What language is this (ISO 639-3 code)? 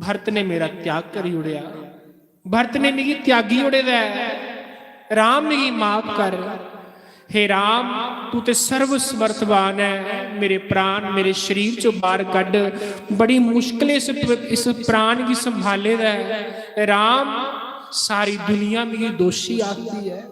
doi